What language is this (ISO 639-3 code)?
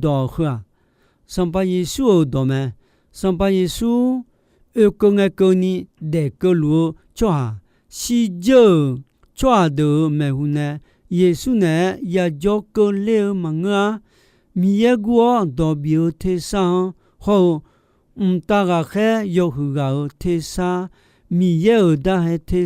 ahk